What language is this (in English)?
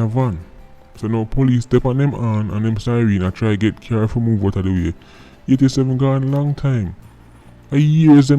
Jamaican Creole English